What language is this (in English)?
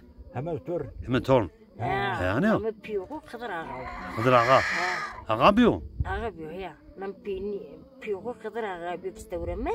Zaza